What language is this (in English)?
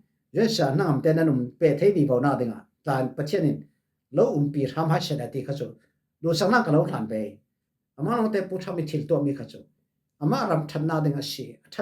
Falam Chin